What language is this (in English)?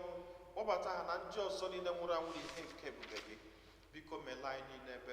Igbo